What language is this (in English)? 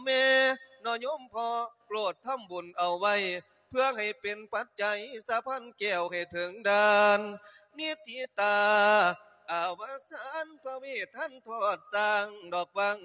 Lao